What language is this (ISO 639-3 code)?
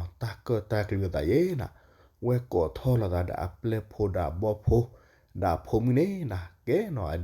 ksw